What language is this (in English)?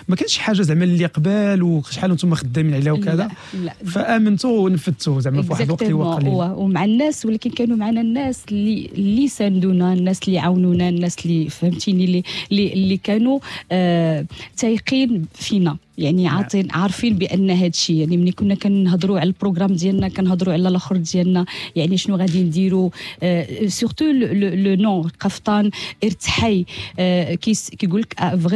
Moroccan Arabic